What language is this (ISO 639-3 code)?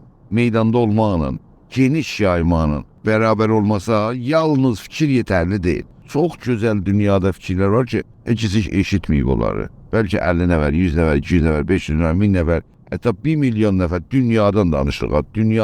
azb